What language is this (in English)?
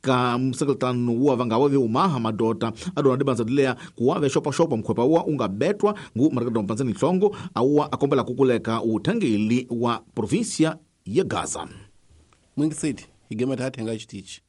Tsonga